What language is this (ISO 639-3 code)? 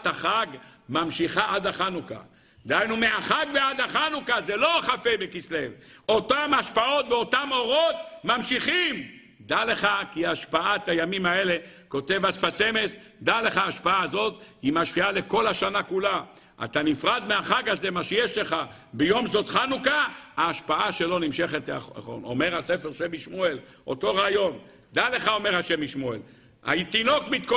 heb